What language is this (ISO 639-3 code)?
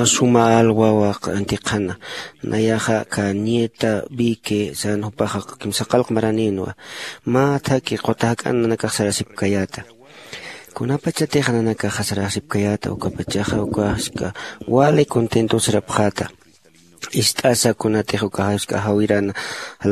aym